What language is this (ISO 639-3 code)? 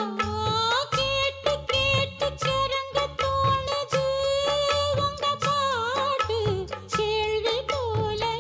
tam